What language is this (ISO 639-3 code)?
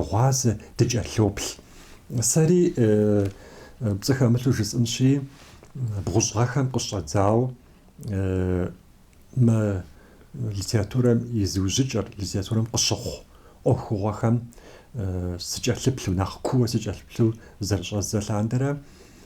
kbd